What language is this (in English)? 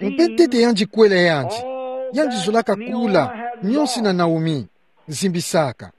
Kituba (Democratic Republic of Congo)